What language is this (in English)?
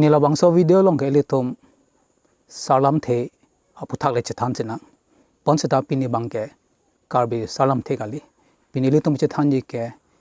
Karbi